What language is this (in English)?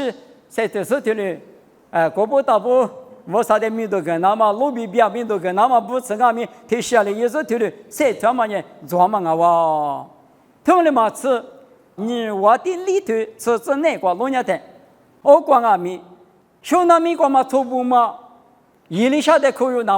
Lisu